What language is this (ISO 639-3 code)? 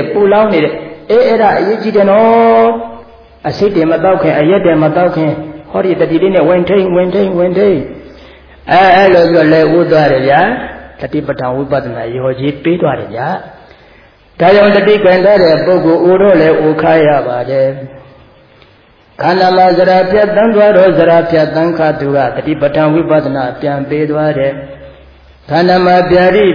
mya